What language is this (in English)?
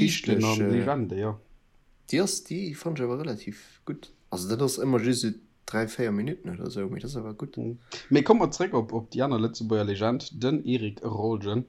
Luxembourgish